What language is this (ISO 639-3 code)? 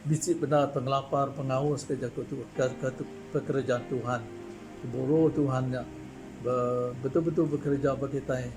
iba